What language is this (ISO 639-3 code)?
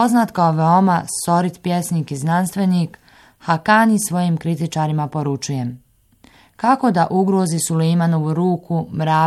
bos